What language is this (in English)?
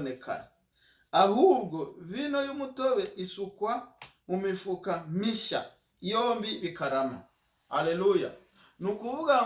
Kinyarwanda